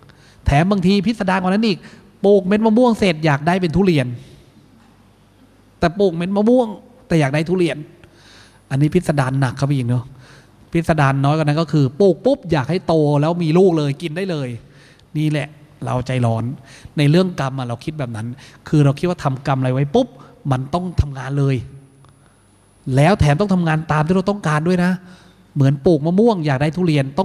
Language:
Thai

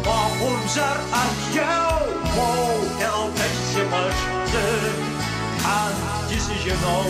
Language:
Kabardian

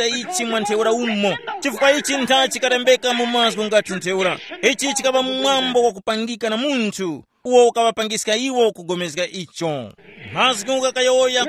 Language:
Tumbuka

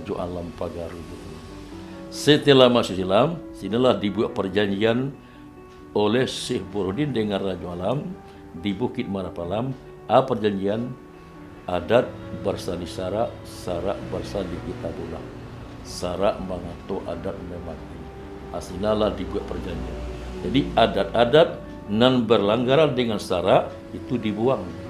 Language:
Minangkabau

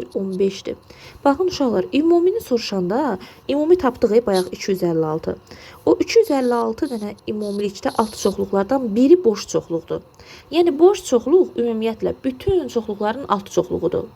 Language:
Azerbaijani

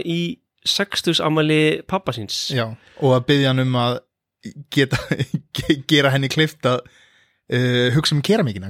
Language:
Icelandic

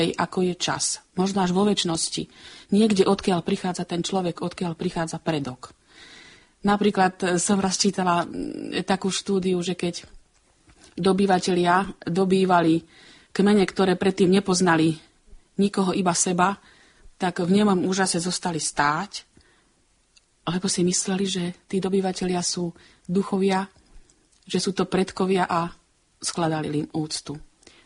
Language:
Slovak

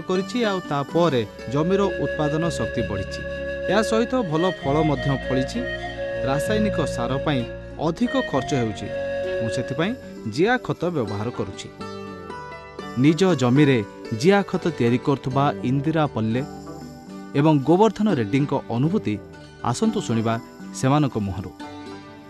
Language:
Odia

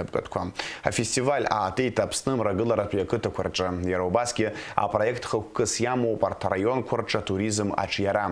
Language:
Abkhazian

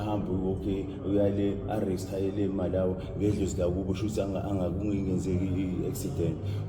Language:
Zulu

